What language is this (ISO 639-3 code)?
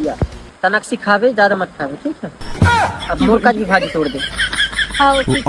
hne